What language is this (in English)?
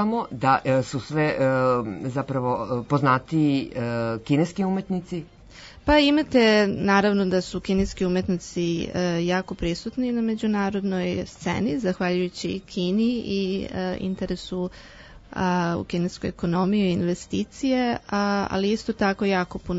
Serbian